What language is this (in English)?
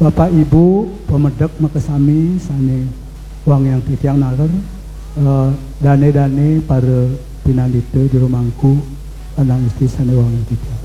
Balinese